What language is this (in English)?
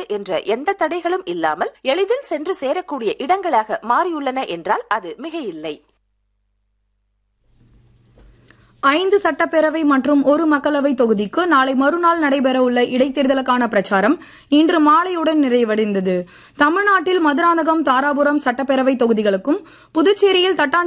Tamil